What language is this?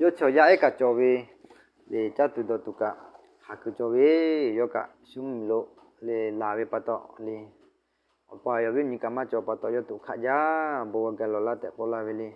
Lahu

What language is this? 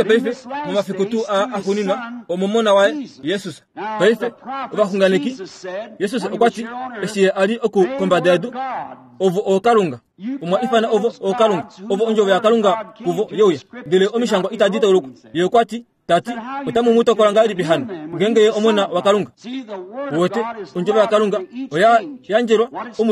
Kuanyama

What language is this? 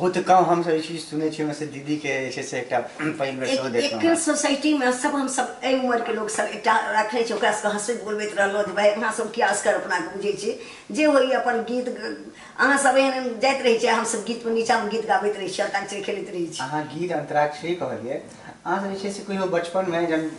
Maithili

